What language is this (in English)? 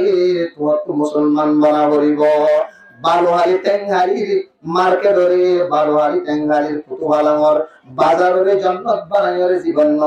Rohingya